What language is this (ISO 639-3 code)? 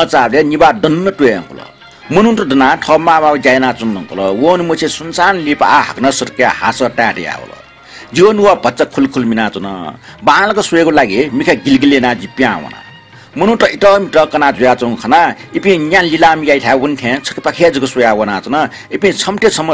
new